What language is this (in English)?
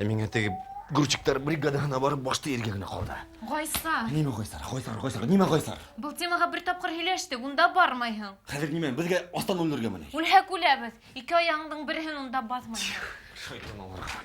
Bashkir